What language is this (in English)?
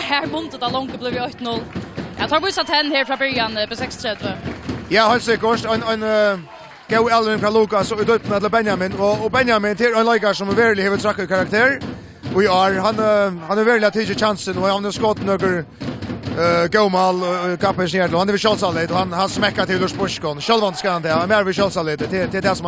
Faroese